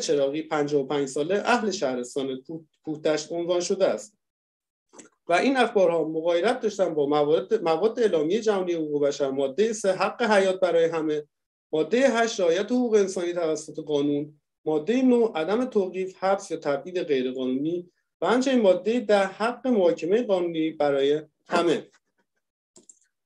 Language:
Persian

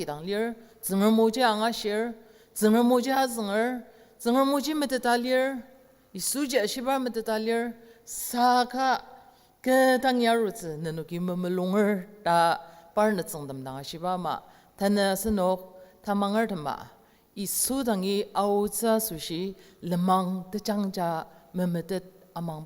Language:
Ao Naga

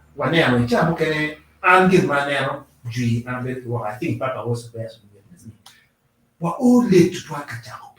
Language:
Acoli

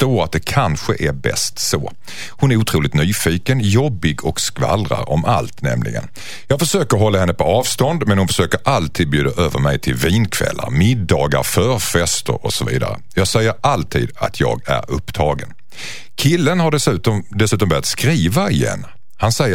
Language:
Swedish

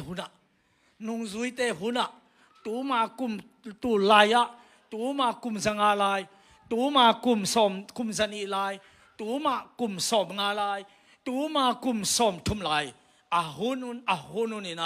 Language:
Tedim Chin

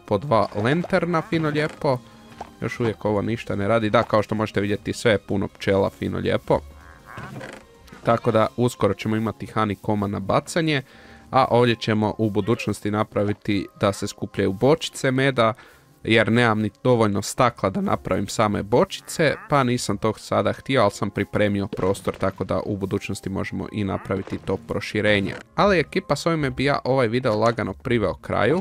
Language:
Croatian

